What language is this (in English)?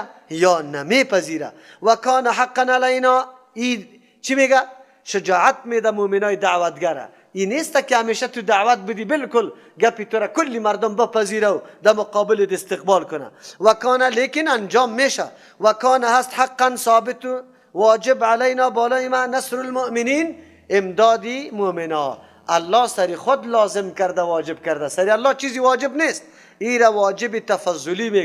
Persian